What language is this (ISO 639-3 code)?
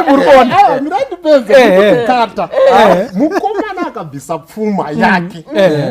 sna